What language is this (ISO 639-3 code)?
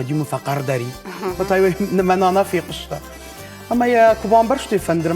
oss